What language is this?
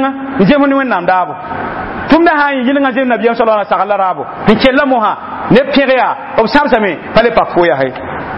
Mossi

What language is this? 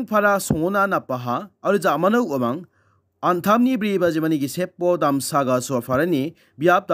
Garo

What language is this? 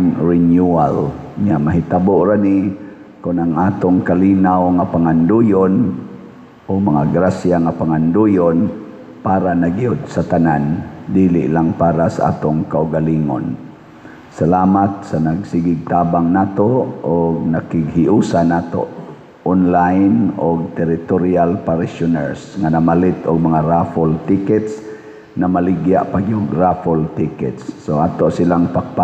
Cebuano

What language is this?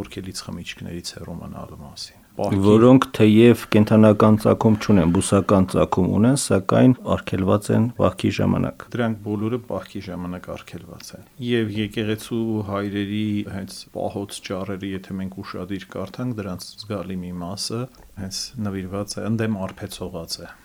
Armenian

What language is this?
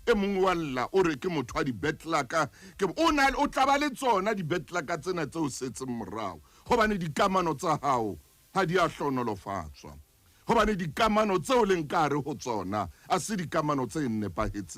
Southern Sotho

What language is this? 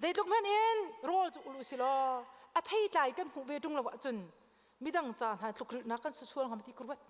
Hakha Chin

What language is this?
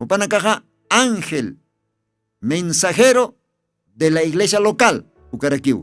Aymara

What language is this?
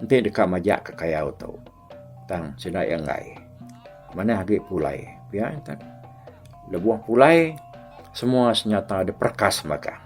Iban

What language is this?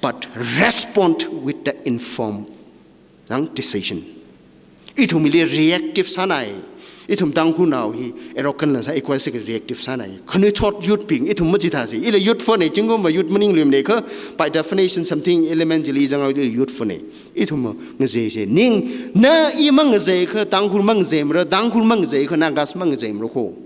Tangkhul Naga (India)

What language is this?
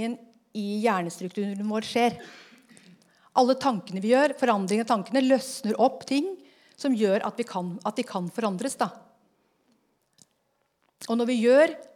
Norwegian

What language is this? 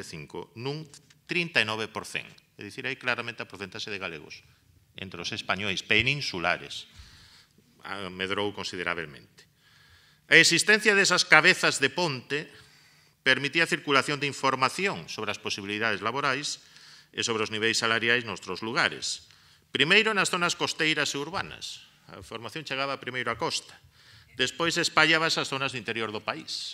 Galician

